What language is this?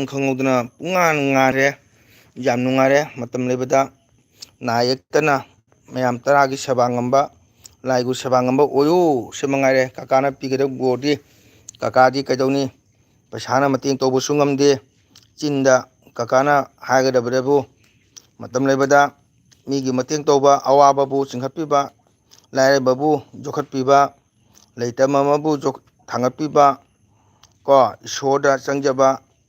Manipuri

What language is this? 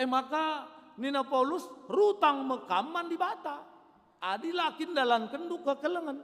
Batak Karo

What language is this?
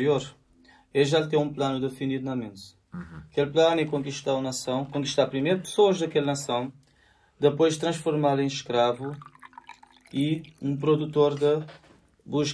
Kabuverdianu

